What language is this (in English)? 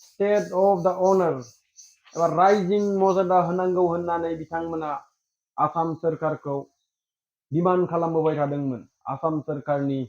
Bodo